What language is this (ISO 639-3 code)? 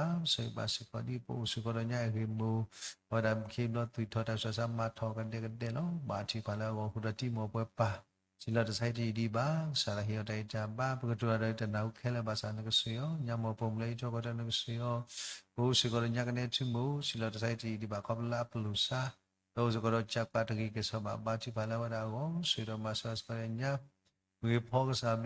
ksw